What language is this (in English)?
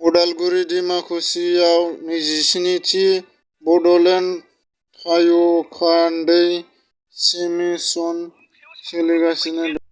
Bodo